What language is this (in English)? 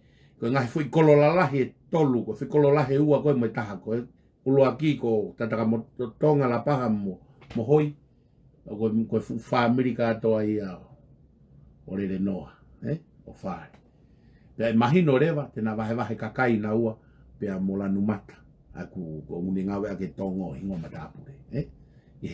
Tongan